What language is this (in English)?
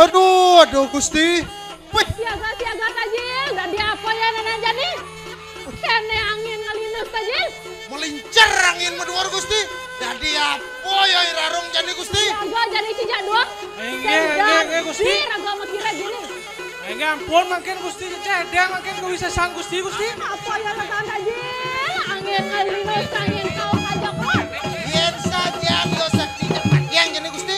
Balinese